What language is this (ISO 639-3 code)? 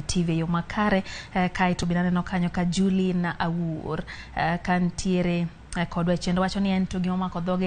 luo